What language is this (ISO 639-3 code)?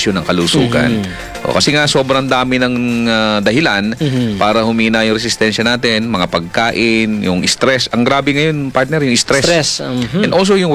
fil